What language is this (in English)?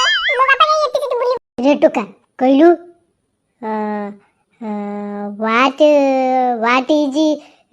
Odia